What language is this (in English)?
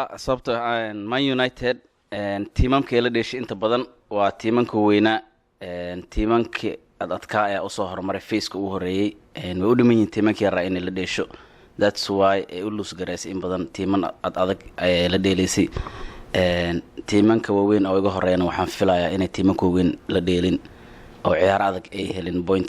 Somali